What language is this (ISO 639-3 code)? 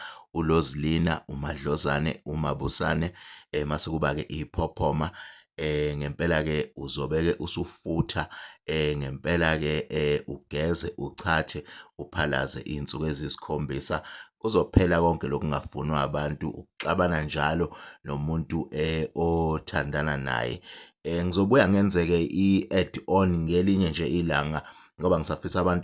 zul